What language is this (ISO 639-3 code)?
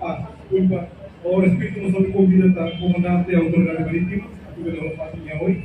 tet